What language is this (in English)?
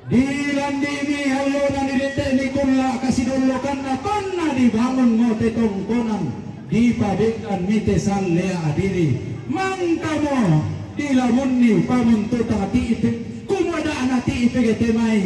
Toraja-Sa'dan